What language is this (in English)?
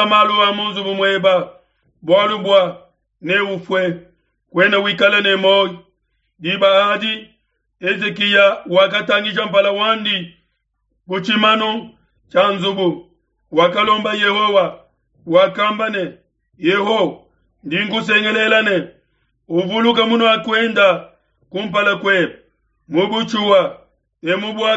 Luba-Lulua